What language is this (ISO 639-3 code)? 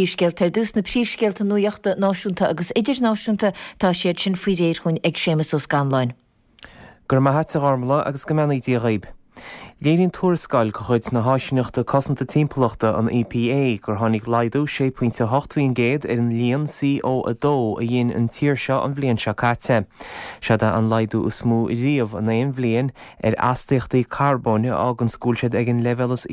gle